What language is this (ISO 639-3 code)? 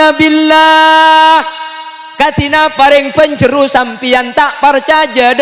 mad